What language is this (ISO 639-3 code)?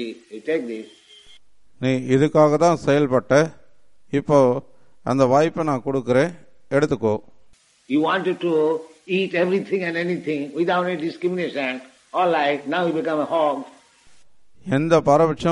tam